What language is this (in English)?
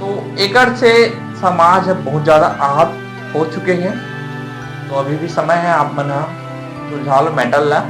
Chhattisgarhi